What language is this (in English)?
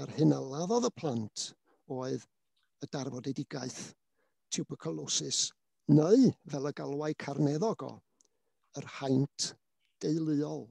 Welsh